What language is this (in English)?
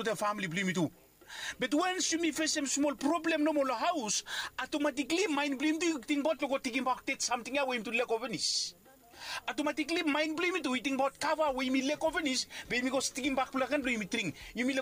Bislama